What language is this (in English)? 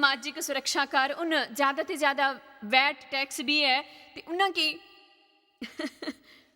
Dogri